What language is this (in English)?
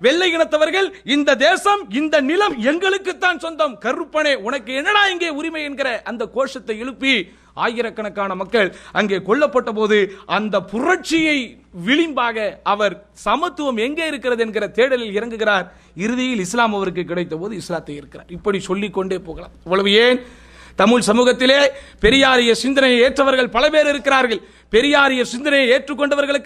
Tamil